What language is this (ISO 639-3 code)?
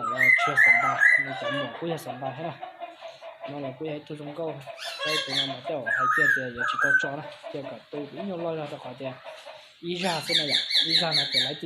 hmn